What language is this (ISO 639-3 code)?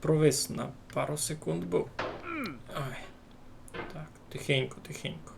rue